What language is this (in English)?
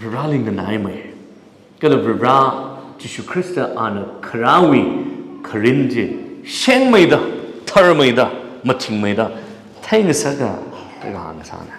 Tangkhul Naga (India)